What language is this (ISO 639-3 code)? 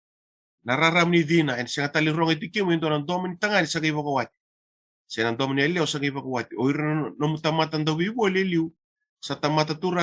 fij